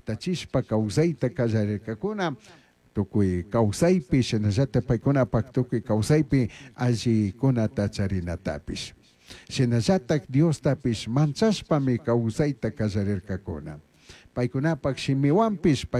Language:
Chimborazo Highland Quichua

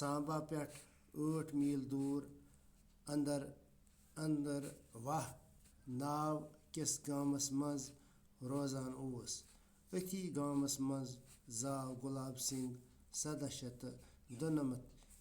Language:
Kashmiri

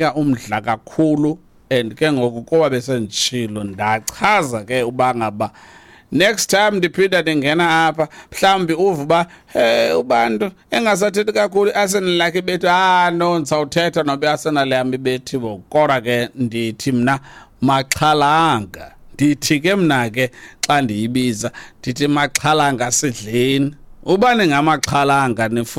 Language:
Xhosa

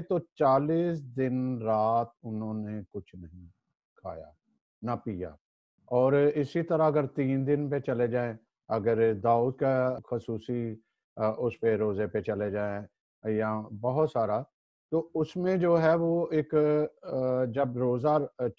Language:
Urdu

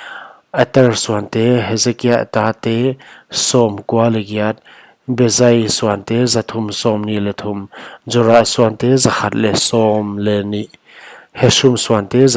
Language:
Paite Chin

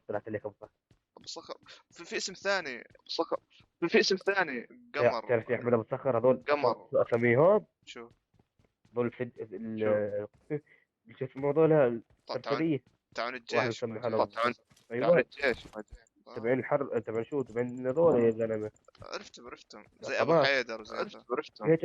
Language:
North Levantine Arabic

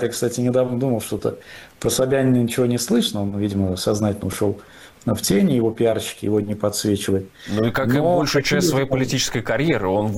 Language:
Russian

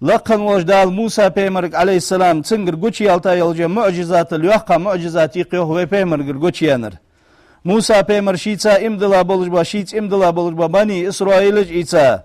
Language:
Ingush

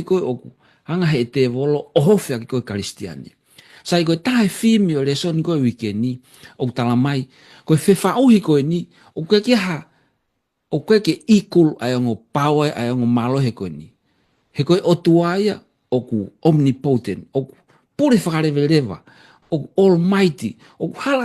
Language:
Tongan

